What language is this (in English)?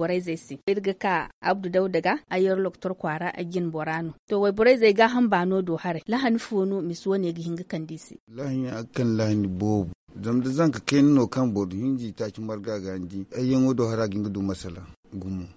Zarma